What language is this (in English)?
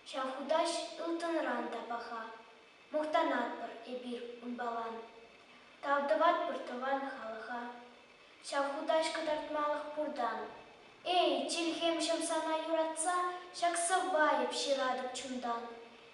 Chuvash